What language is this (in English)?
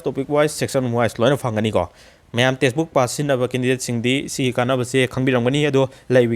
Manipuri